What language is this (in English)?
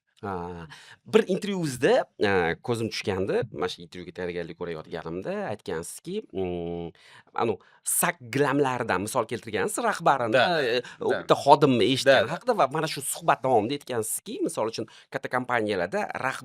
Uzbek